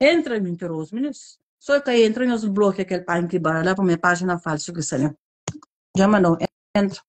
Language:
Kabuverdianu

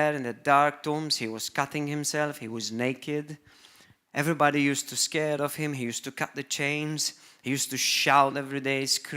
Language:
English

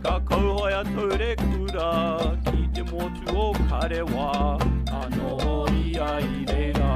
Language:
Māori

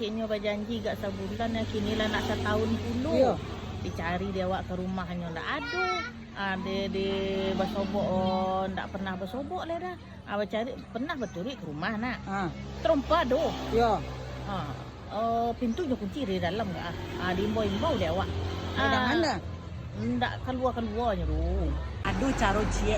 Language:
Minangkabau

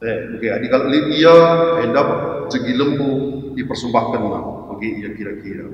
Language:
Batak Karo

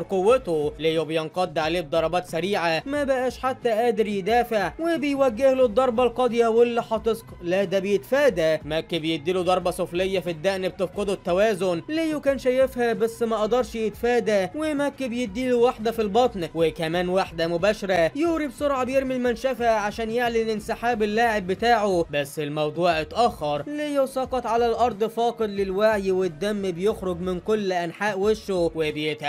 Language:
Egyptian Arabic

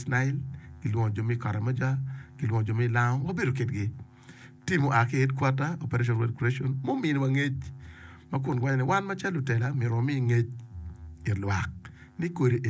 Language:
Acoli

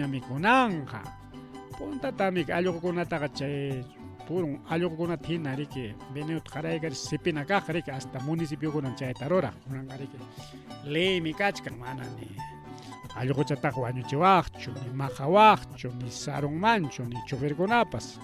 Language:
Ayacucho Quechua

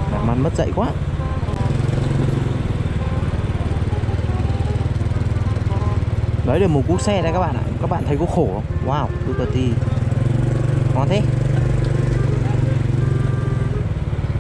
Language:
Vietnamese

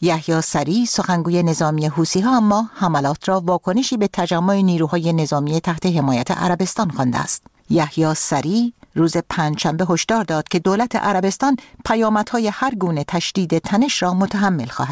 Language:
Persian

